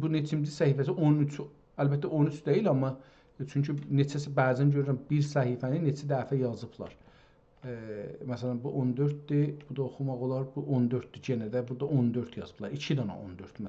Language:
South Azerbaijani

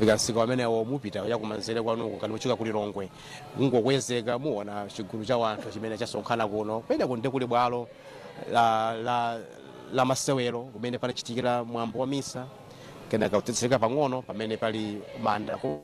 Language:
Nyanja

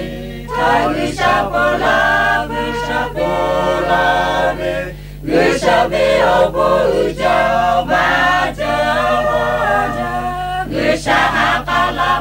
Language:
Lahu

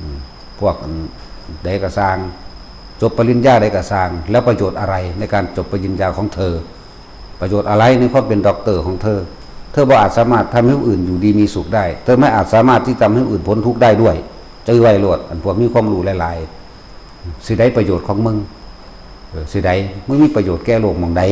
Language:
Northeastern Thai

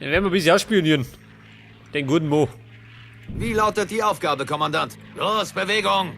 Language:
Bavarian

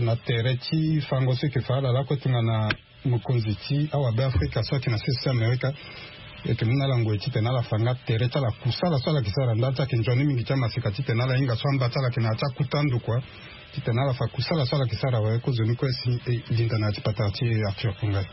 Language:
Sango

